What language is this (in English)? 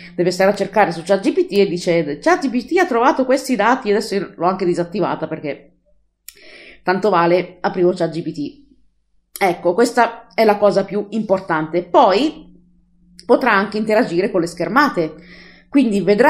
Italian